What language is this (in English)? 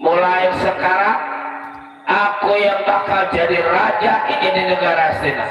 Betawi